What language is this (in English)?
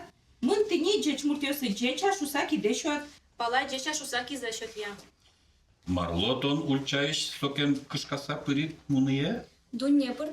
Udmurt